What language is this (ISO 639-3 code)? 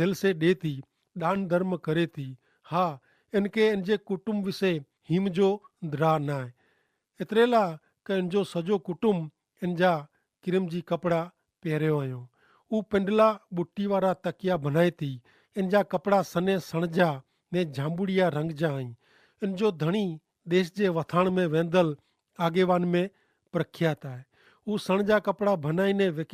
kfr